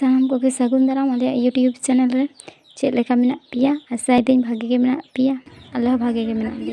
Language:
Santali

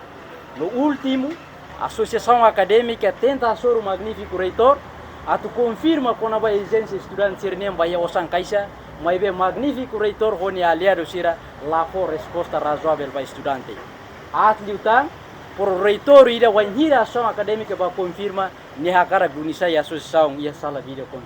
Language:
Tetum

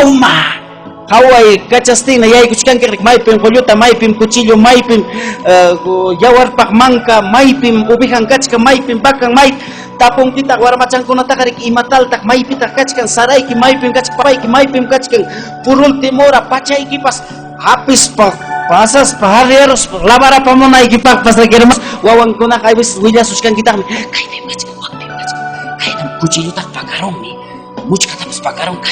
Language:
Ayacucho Quechua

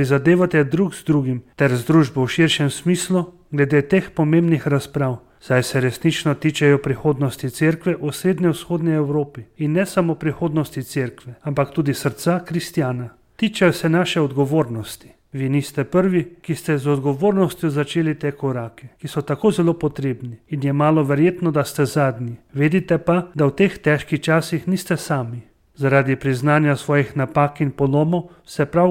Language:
Slovenian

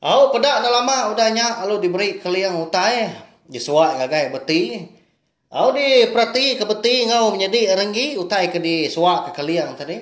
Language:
Iban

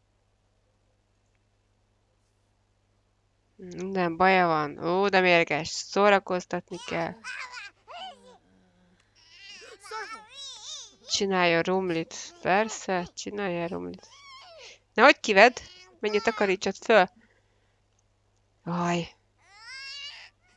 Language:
Hungarian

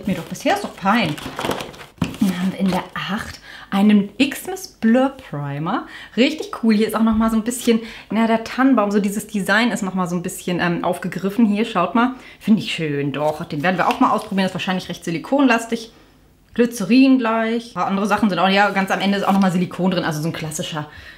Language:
German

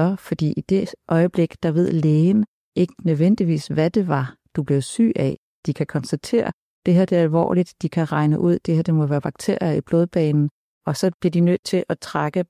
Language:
Danish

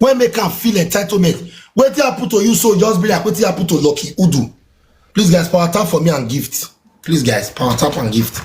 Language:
Nigerian Pidgin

